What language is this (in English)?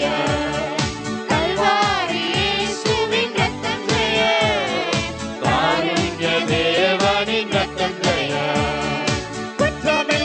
Tamil